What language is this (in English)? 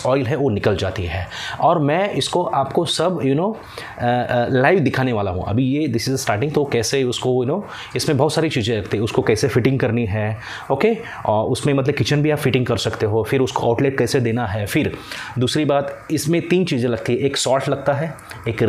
Hindi